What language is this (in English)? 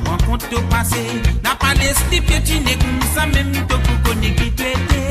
Morisyen